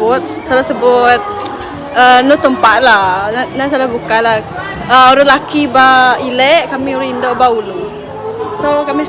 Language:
Iban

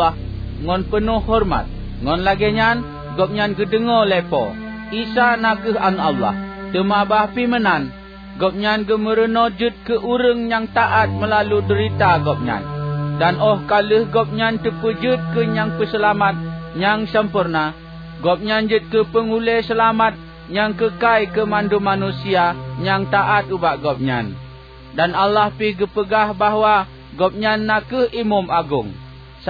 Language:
Achinese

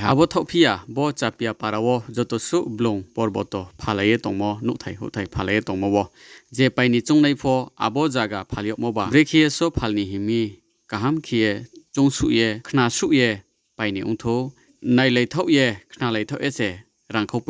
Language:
Riang (India)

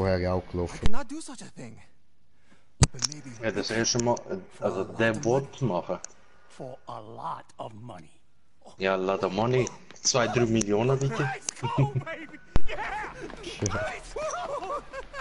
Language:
German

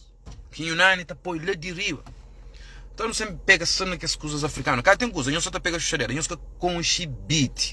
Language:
Kabuverdianu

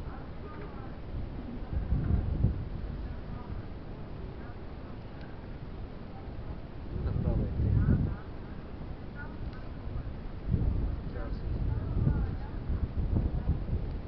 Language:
Bulgarian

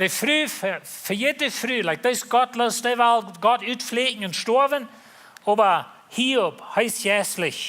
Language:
Plautdietsch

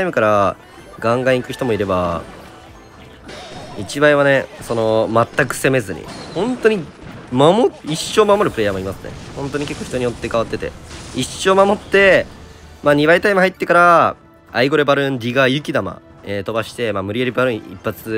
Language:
Japanese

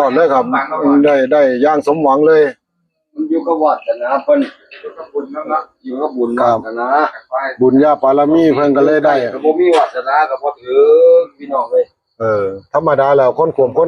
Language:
Northeastern Thai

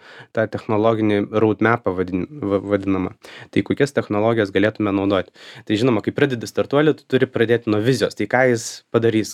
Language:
Lithuanian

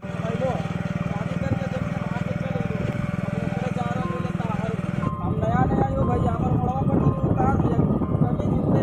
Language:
Magahi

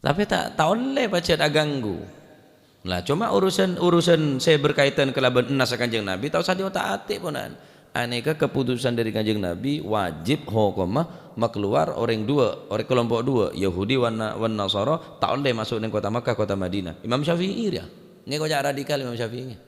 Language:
Madurese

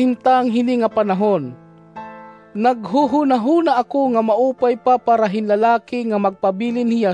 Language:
Waray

